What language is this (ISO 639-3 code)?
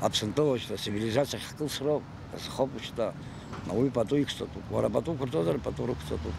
abk